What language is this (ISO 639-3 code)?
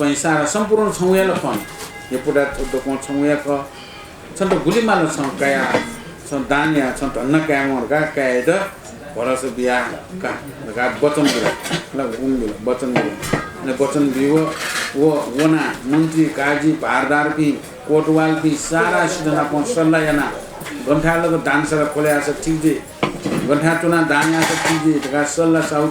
new